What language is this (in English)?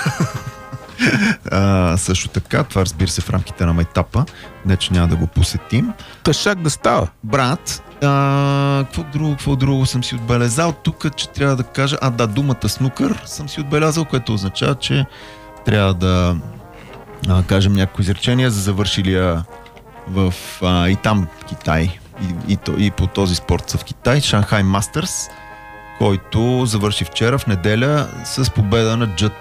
Bulgarian